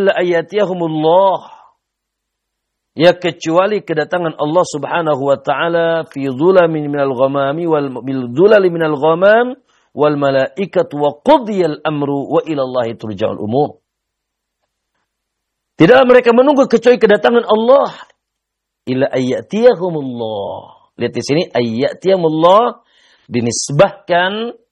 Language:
Indonesian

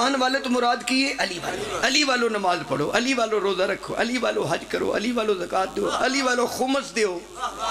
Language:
Pahari-Potwari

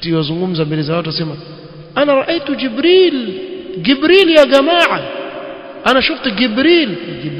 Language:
Swahili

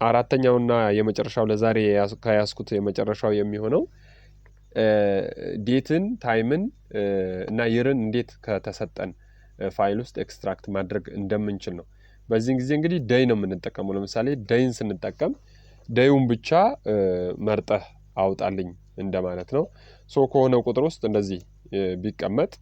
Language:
Amharic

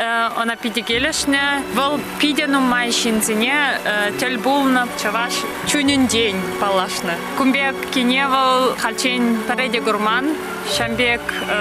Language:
Chuvash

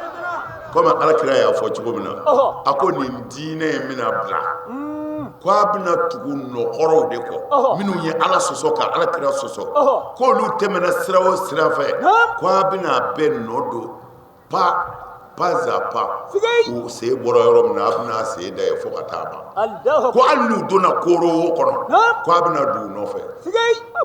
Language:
Bambara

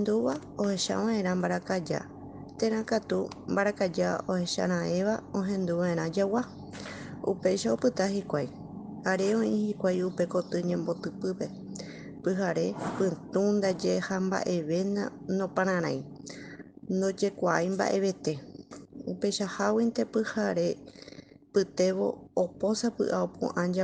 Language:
Guarani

